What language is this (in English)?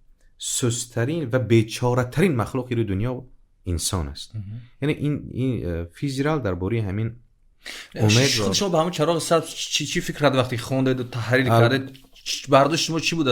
Tajik